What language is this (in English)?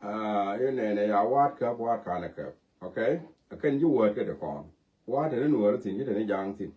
Nuer